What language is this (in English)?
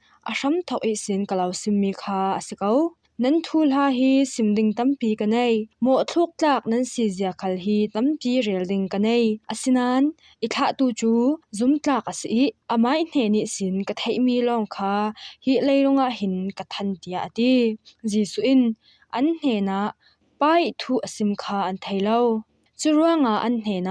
Falam Chin